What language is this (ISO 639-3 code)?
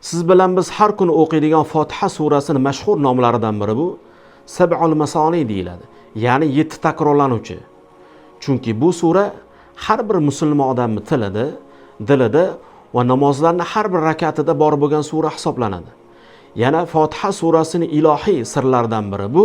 uzb